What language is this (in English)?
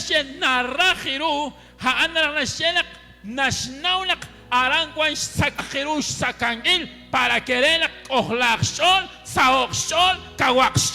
Kekchí